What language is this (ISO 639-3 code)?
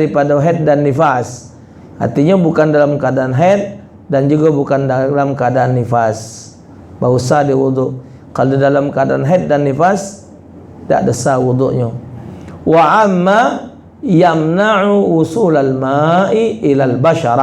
mui